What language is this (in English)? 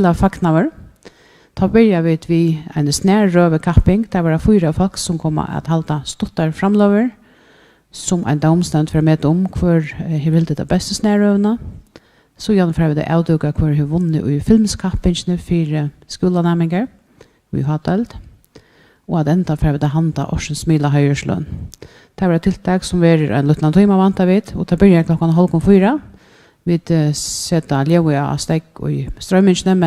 Faroese